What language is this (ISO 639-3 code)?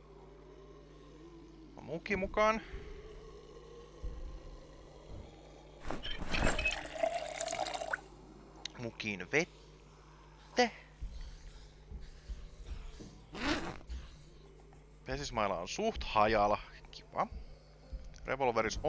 fin